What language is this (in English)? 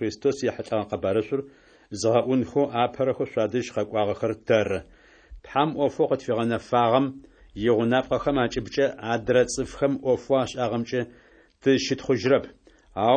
Adyghe